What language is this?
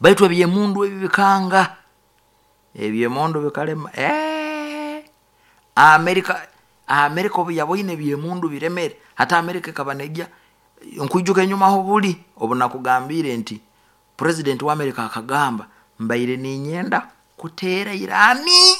Nyoro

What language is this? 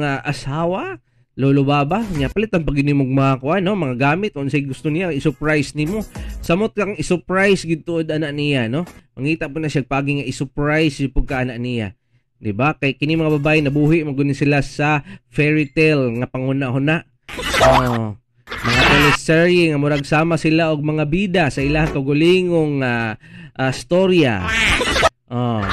Cebuano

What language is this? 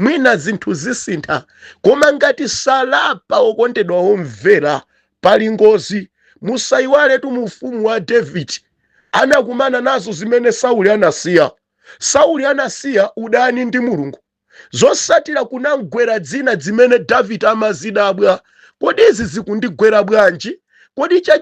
Nyanja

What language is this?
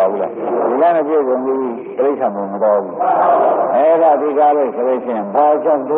Burmese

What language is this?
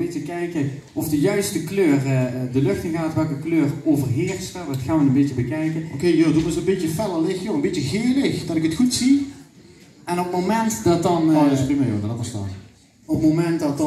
Limburgish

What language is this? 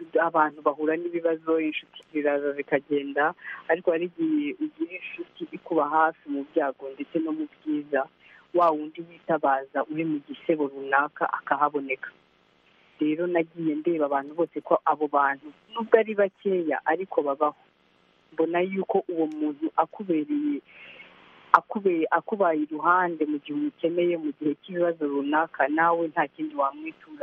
Kinyarwanda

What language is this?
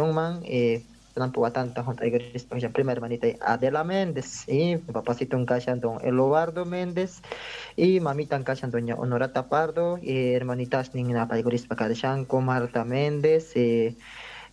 South Bolivian Quechua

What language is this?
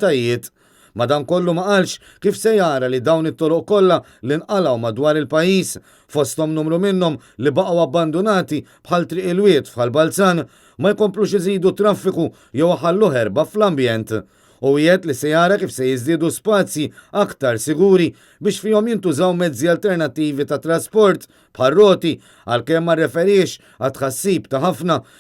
Maltese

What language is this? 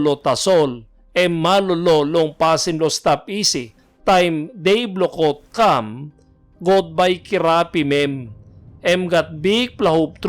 Tok Pisin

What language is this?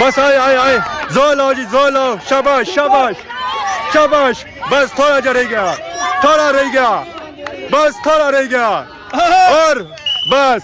Pahari-Potwari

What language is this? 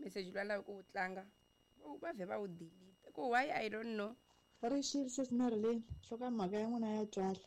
Tsonga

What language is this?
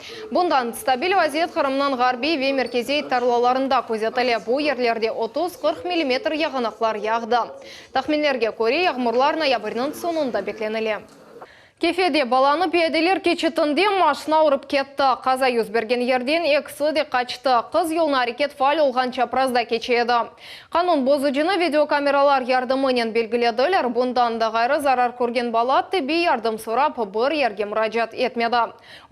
Crimean Tatar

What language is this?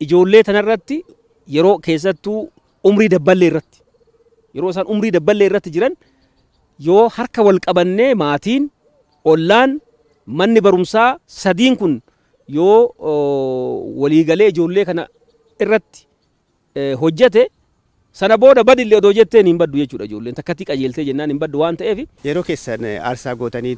Oromo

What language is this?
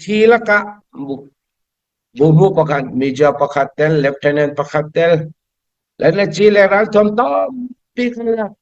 Falam Chin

